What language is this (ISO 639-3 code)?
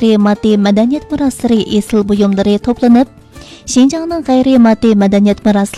uig